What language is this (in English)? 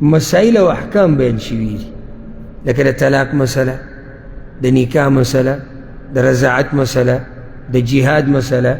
Pashto